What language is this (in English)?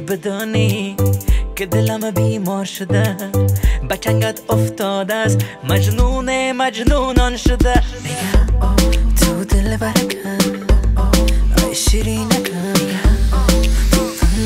Persian